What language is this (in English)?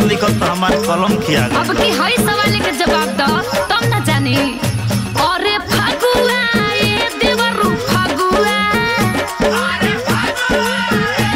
Bhojpuri